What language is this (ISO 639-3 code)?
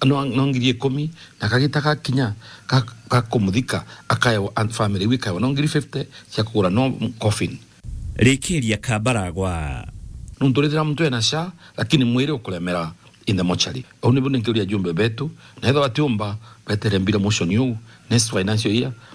mer